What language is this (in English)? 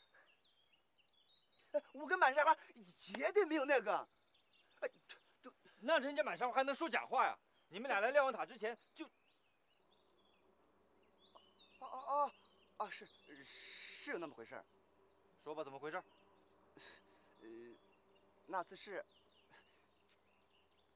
Chinese